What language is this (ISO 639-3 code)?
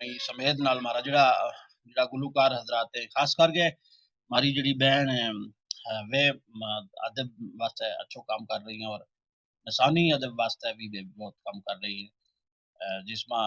gju